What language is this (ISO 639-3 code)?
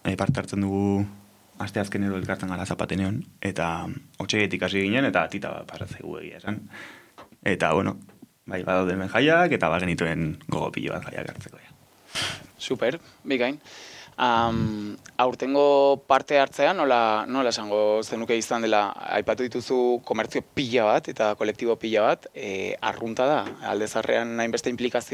eus